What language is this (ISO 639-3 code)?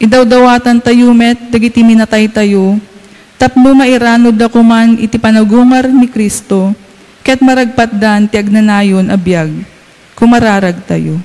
ilo